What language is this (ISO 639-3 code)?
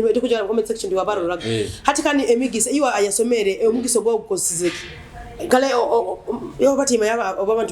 nyo